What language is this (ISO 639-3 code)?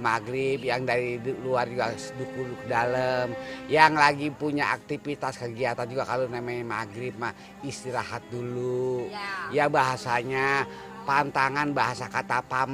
bew